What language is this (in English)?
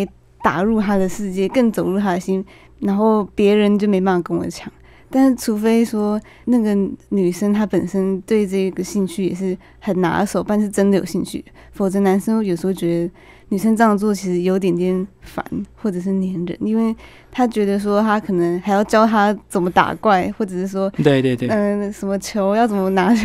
Chinese